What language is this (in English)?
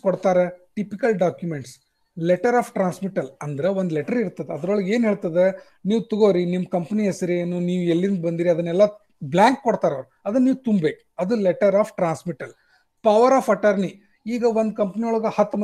Kannada